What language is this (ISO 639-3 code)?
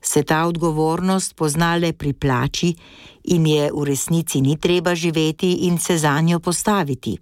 slv